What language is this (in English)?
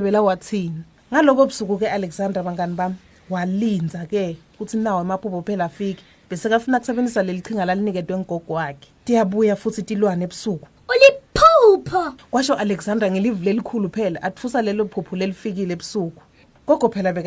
Swati